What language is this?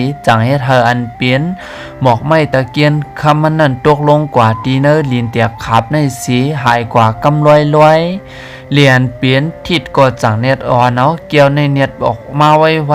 Shan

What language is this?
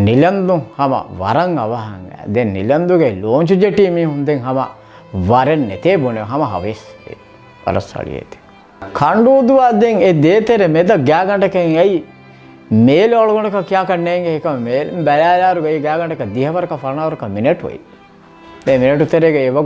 Divehi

